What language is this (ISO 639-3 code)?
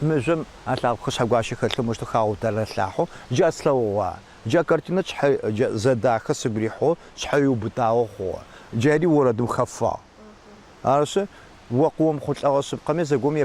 ady